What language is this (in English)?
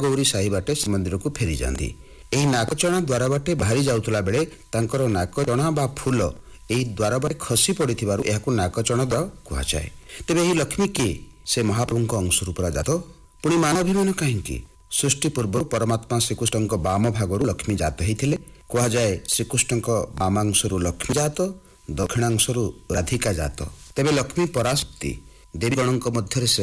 Odia